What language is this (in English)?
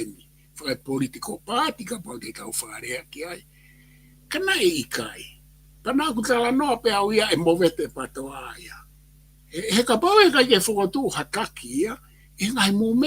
Tongan